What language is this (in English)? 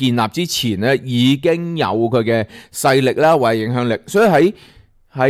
Cantonese